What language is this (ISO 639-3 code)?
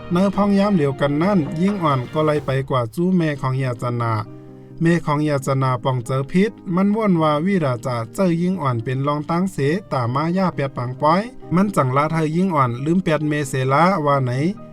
shn